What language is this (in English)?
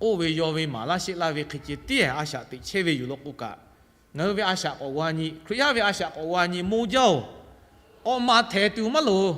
Lahu